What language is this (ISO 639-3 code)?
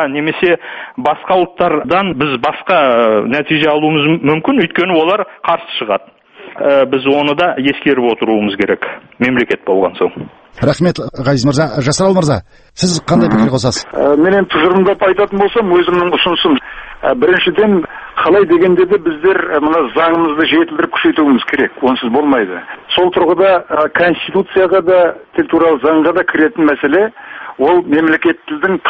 kaz